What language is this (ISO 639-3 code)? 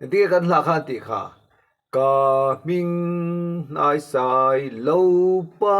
lus